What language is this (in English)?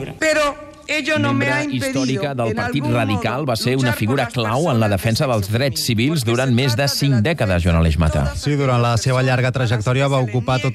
Catalan